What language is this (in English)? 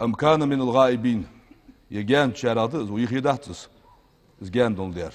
Ingush